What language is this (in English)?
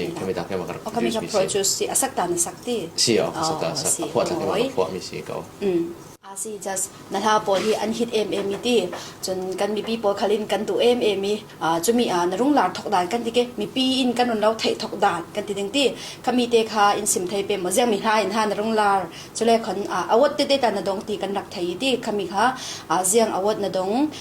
Falam Chin